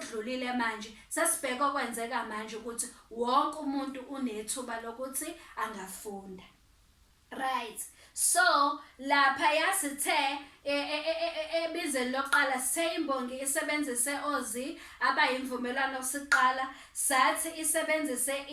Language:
Zulu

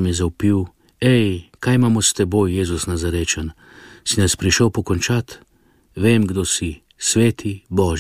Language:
Slovenian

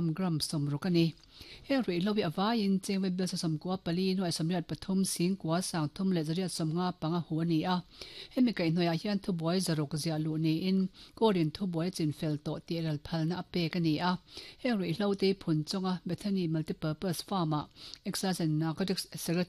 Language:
Mizo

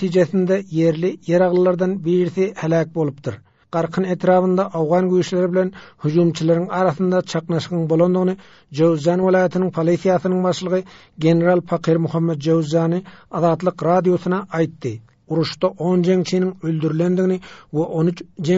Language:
Turkmen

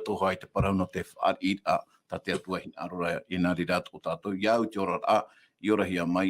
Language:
Tahitian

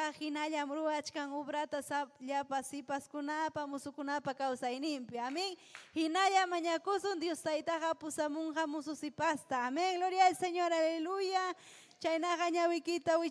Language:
Ayacucho Quechua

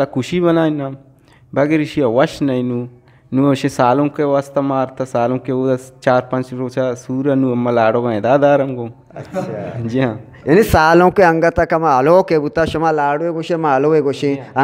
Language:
Eastern Balochi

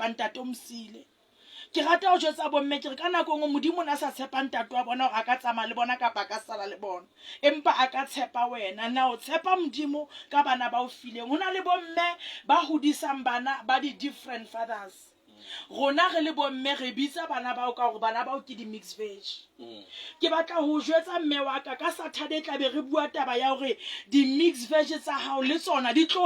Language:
Southern Sotho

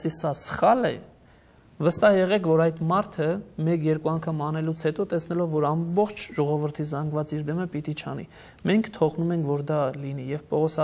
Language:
Armenian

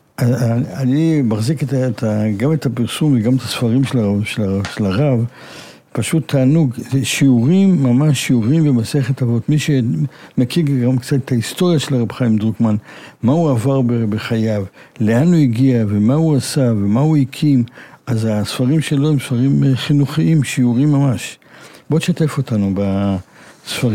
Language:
Hebrew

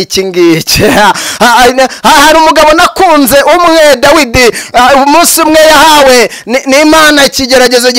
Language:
Kinyarwanda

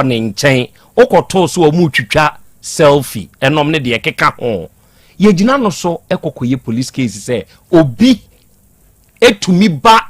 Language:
Akan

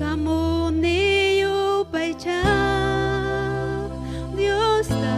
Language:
Ayacucho Quechua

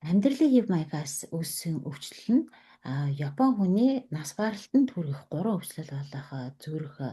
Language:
Mongolian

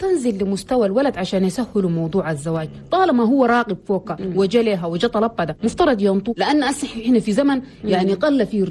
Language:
Chadian Arabic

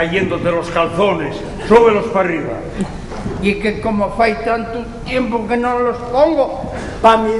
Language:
Asturian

